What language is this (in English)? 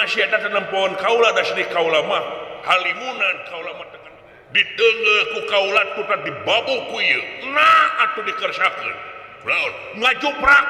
Sundanese